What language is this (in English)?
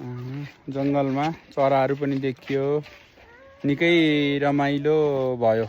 Nepali